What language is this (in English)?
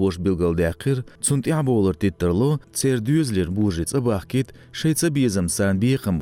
Chechen